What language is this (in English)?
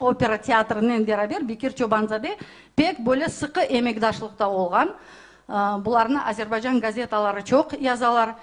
Crimean Tatar